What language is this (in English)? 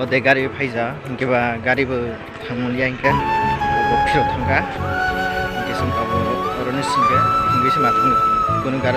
Kok Borok